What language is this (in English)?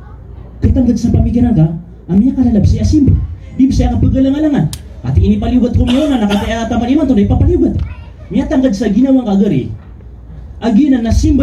Maranao